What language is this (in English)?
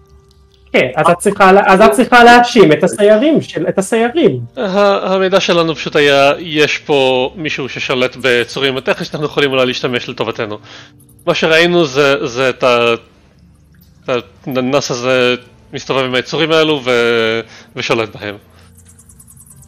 Hebrew